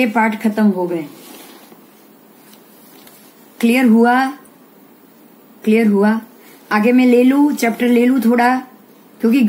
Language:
Hindi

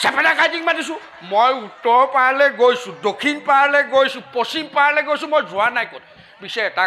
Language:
Assamese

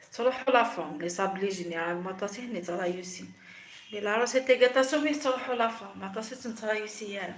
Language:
Kabyle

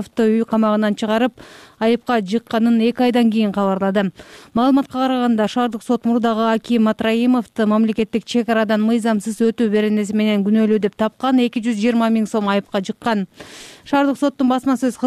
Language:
Kyrgyz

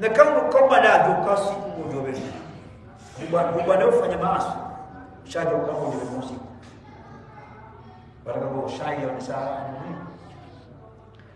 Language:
Swahili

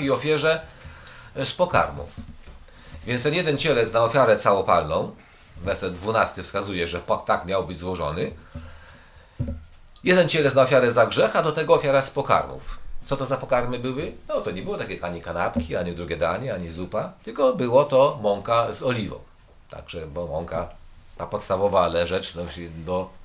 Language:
Polish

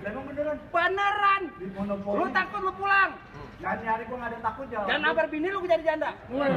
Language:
Betawi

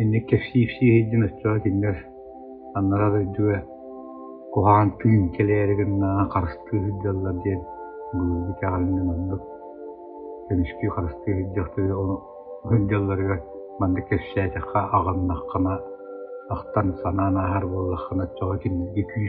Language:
Yakut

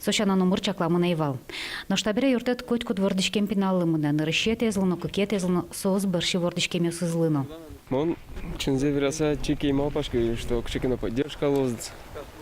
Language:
Udmurt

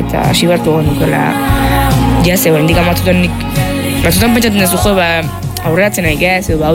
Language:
Basque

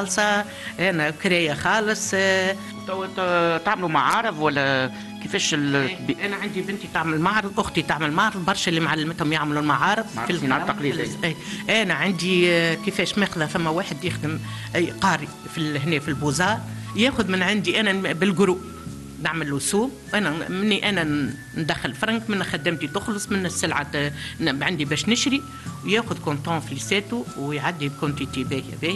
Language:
Tunisian Arabic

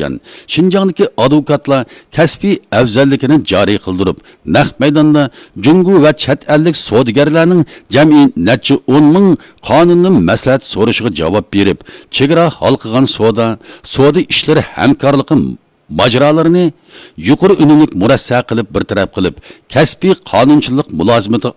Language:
Uyghur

